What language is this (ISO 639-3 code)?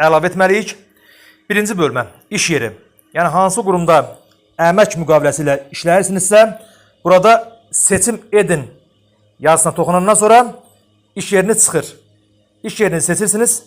aze